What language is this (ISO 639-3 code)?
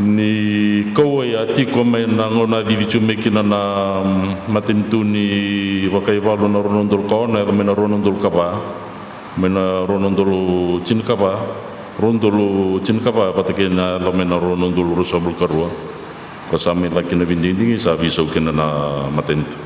fij